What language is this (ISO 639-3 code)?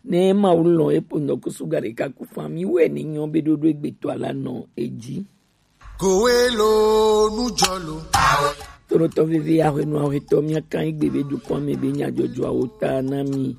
gej